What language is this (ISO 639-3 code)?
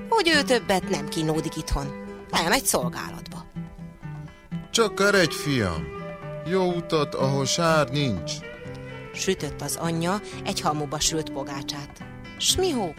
hun